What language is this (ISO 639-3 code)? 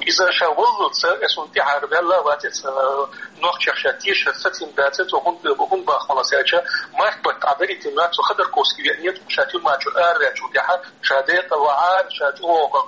che